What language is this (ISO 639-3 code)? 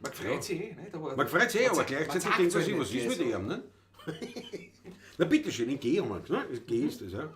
bar